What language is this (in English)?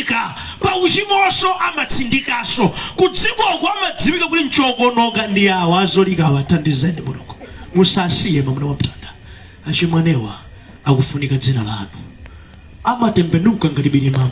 Nyanja